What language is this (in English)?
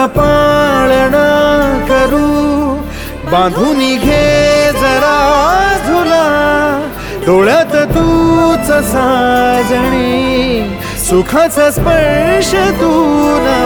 Marathi